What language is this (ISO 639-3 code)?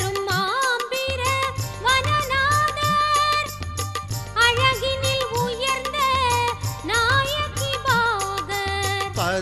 tam